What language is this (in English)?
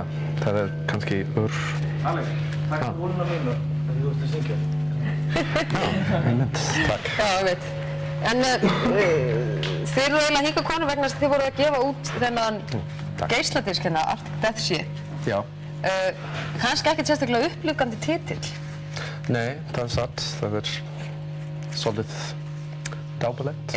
Icelandic